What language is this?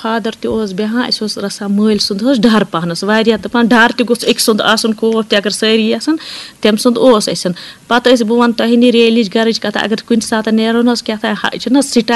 Kashmiri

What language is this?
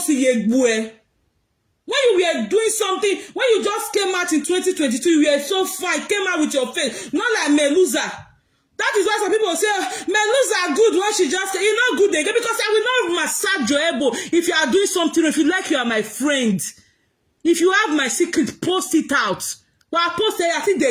Nigerian Pidgin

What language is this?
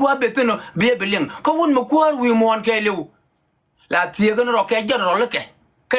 Nuer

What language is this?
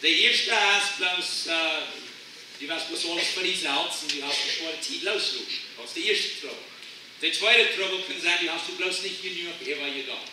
Plautdietsch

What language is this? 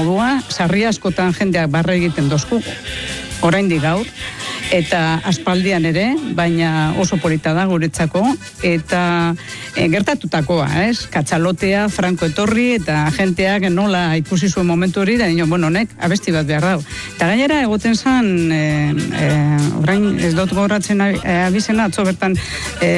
Basque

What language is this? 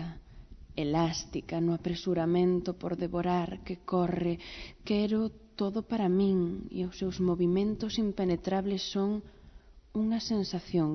Galician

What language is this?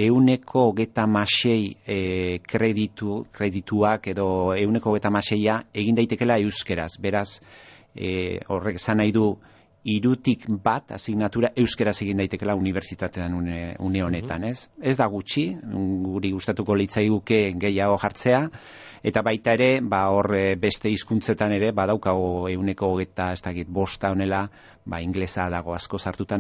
Basque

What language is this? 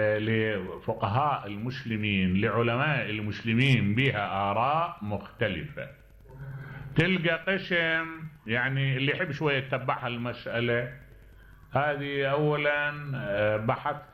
Mesopotamian Arabic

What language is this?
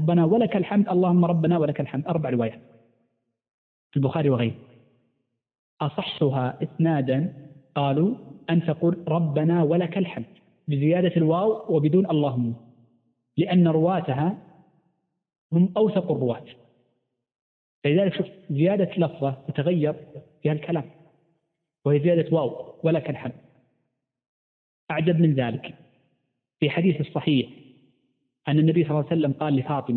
Arabic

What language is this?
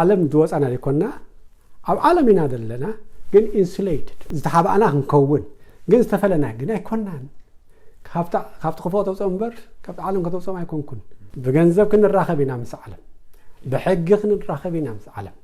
Tigrinya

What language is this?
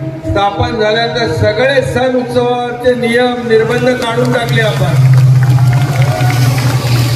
Marathi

